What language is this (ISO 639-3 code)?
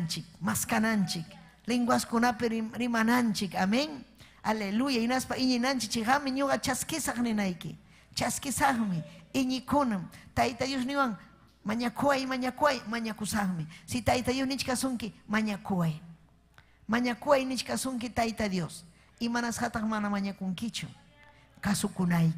quy